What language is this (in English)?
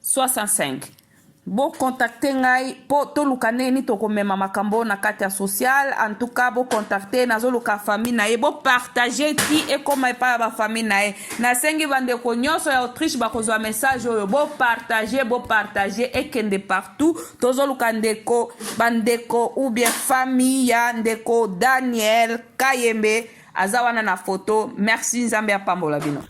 Lingala